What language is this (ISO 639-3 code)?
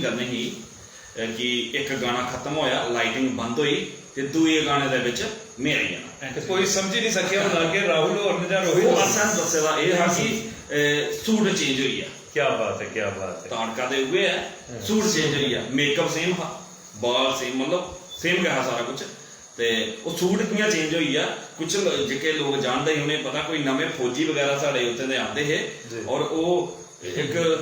doi